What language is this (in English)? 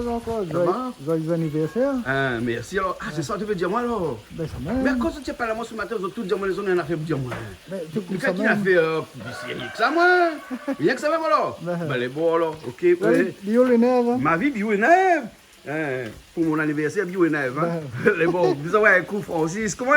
Réunion Creole French